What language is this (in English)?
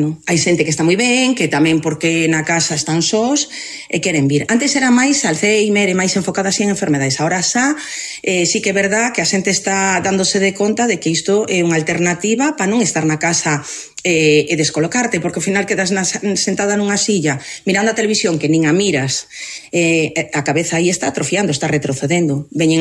Galician